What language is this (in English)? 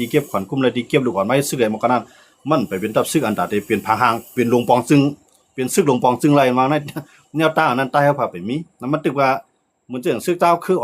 Shan